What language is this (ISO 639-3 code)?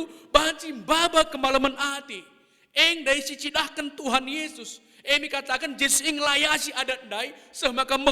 btx